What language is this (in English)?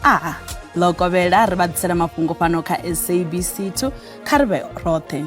Venda